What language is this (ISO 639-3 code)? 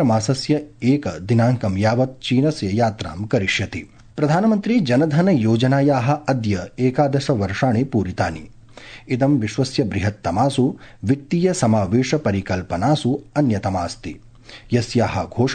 san